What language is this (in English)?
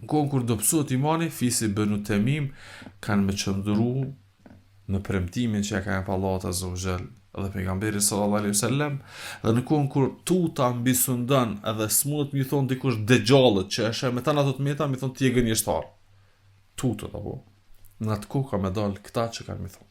Albanian